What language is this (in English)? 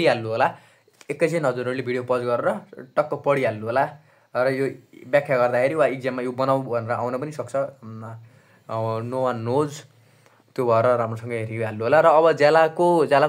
Nepali